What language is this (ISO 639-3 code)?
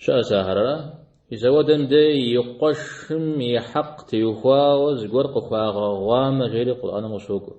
kbd